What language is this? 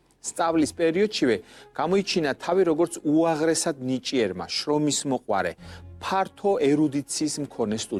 Georgian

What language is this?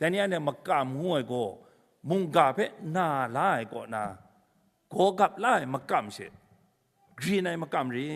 Kachin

